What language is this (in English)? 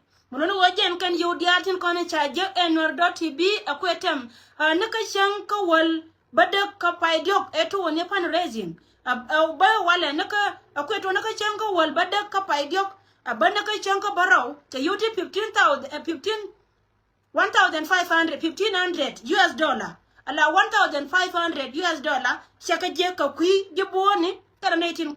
Nuer